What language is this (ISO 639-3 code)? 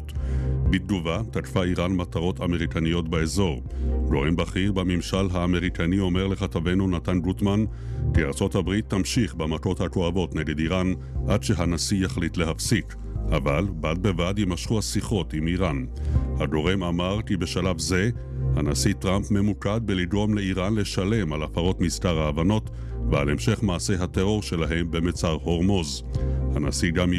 heb